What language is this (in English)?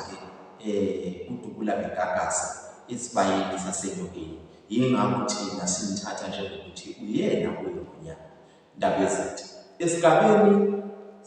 Zulu